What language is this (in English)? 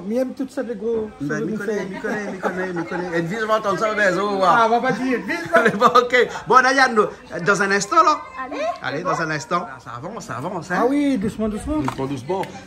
Réunion Creole French